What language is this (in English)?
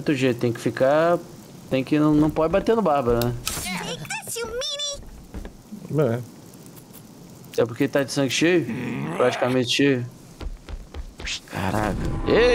Portuguese